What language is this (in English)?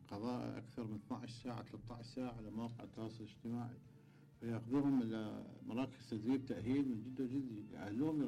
Mesopotamian Arabic